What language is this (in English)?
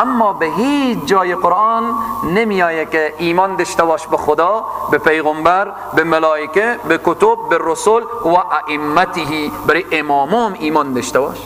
Persian